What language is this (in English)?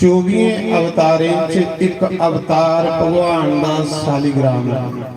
Dogri